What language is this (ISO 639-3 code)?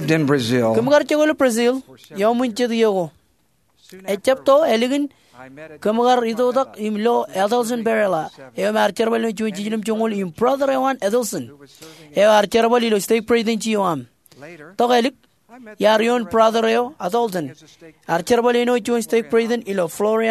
mah